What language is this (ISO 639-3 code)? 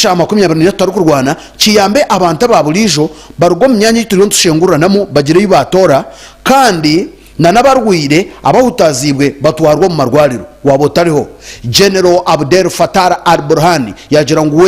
nyn